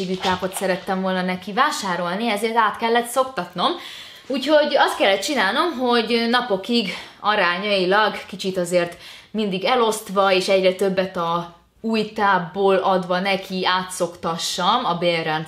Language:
Hungarian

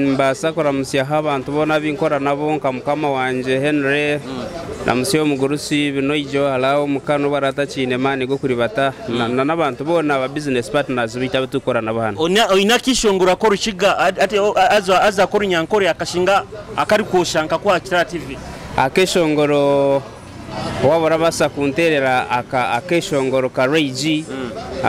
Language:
Nyoro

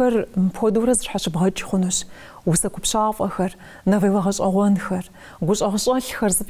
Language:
Kabardian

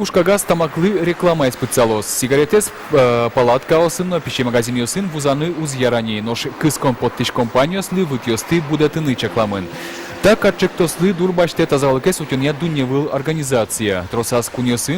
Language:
Udmurt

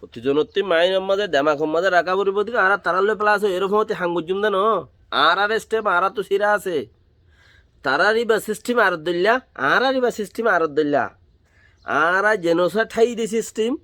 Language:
Rohingya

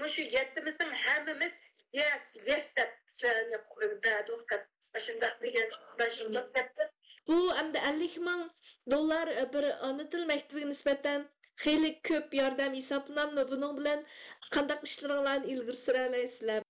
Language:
Uyghur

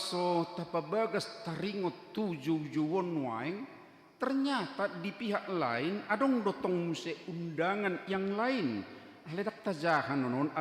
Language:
Batak Toba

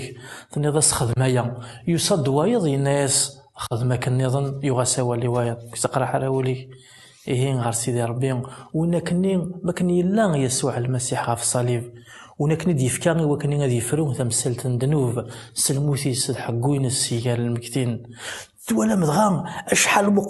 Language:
Kabyle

